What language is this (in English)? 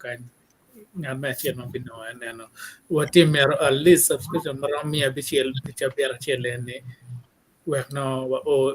Acoli